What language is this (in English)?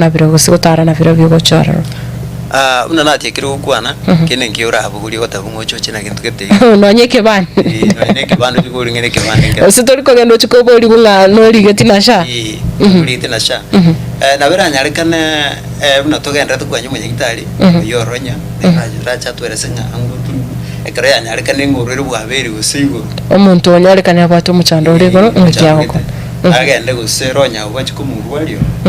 Gusii